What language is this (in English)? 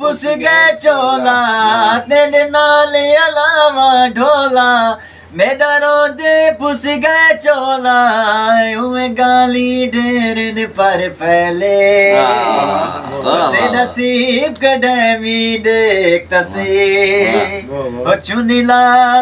Saraiki